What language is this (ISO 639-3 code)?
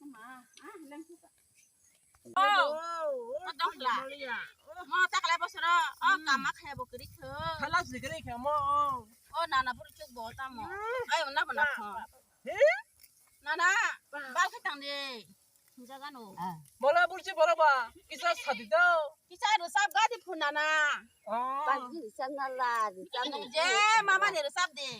trp